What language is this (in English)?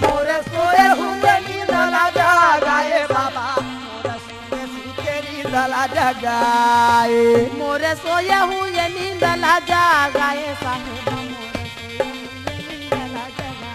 Chhattisgarhi